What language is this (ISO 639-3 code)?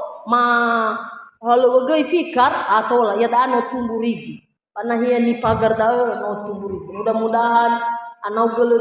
nia